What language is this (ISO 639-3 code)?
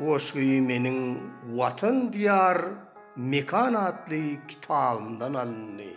tuk